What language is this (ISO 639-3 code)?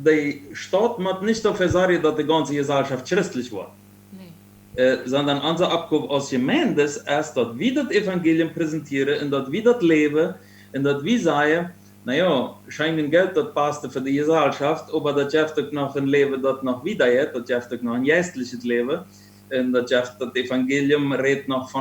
pdt